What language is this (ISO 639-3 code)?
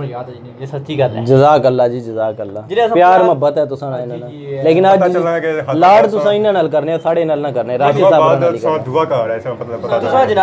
phr